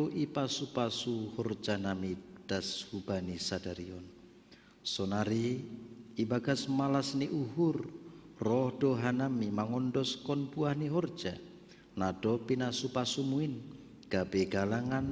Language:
Batak Simalungun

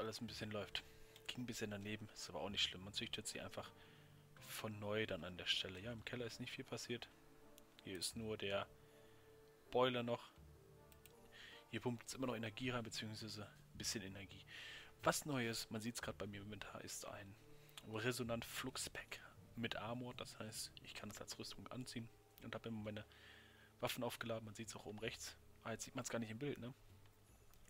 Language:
German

